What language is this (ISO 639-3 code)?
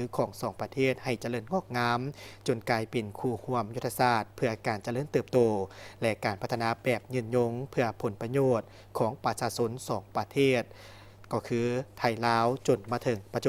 lao